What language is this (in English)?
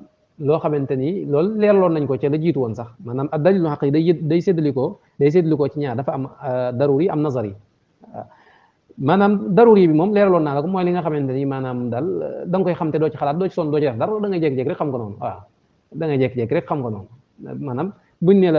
Wolof